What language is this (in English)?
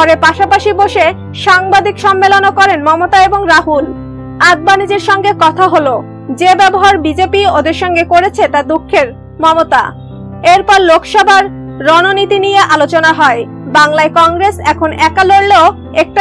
Bangla